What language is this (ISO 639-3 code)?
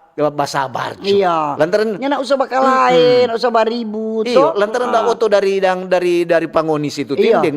xmm